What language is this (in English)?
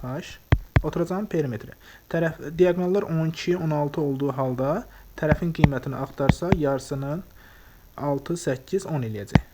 Azerbaijani